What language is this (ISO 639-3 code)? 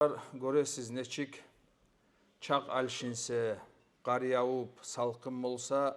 kum